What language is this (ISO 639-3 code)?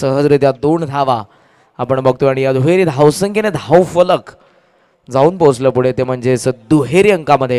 mar